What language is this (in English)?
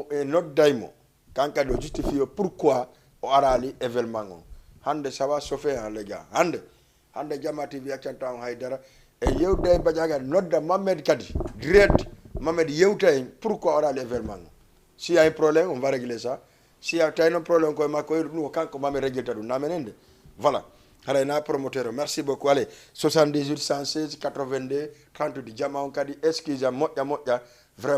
Fula